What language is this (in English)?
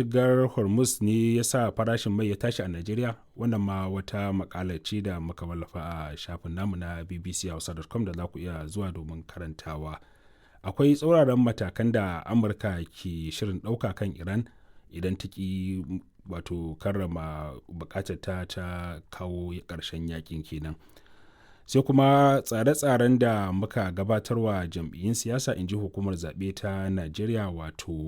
Hausa